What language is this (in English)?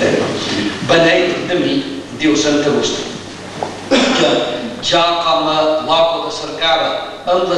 Catalan